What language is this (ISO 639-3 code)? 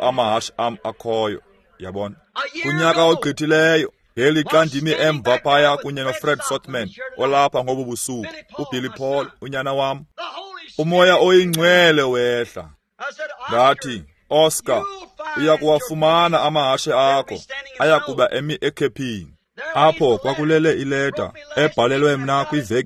xho